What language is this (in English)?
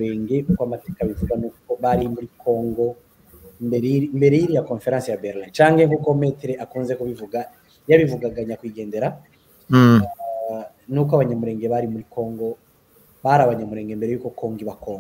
Kinyarwanda